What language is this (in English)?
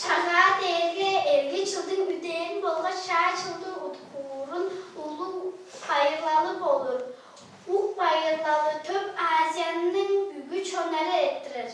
Tuvinian